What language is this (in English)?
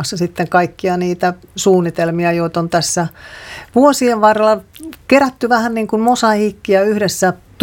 Finnish